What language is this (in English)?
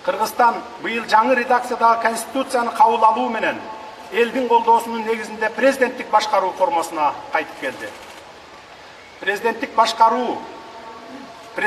Kyrgyz